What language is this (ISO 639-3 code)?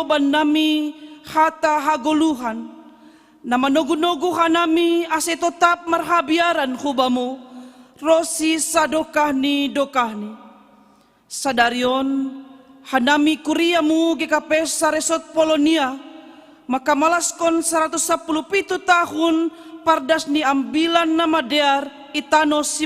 bts